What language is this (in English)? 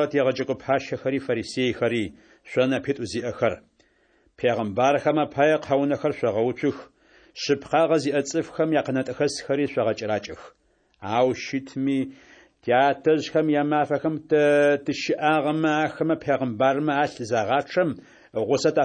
Adyghe